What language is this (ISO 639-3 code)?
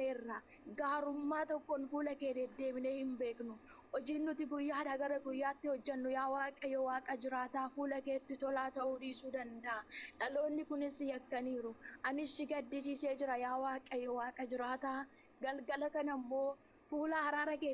orm